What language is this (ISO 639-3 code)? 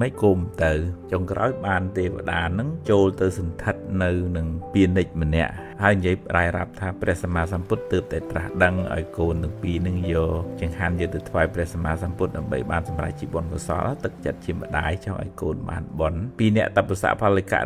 khm